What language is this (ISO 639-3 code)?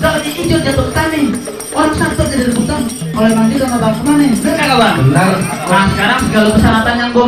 bew